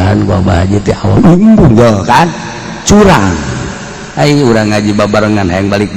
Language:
Sundanese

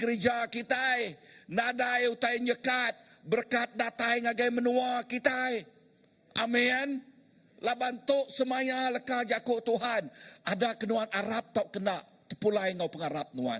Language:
Iban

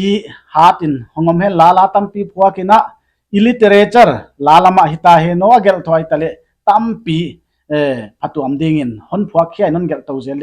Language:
Paite Chin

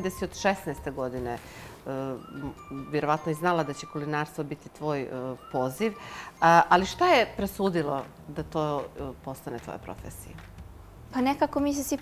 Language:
Bosnian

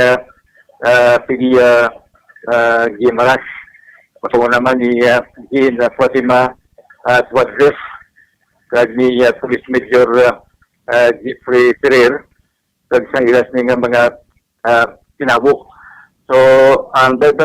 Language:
Hiligaynon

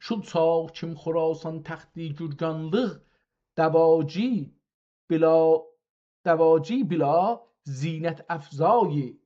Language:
South Azerbaijani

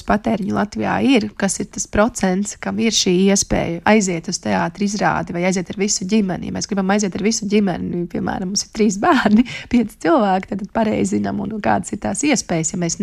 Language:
Latvian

